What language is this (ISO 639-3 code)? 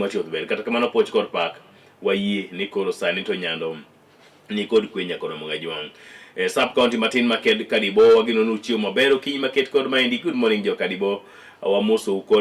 luo